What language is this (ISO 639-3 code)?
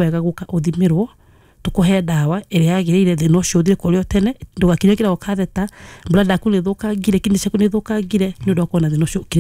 kik